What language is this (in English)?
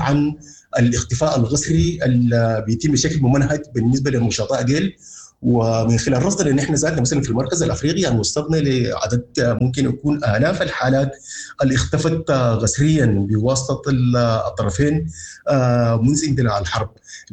Sudanese Arabic